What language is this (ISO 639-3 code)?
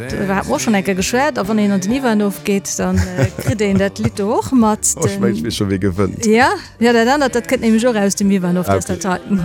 ltz